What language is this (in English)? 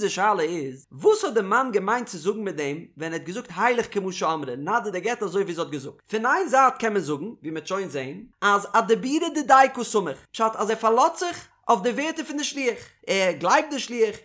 Yiddish